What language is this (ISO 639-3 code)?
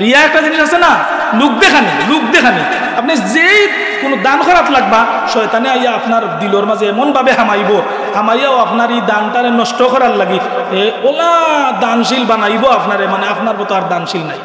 syl